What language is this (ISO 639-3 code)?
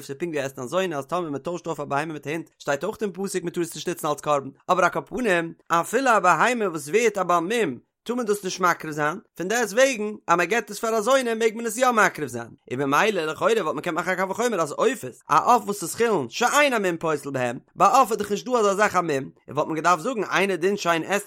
yid